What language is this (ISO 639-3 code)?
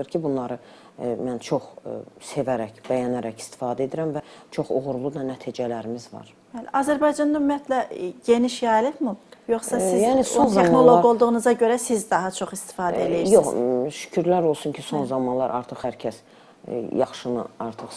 aze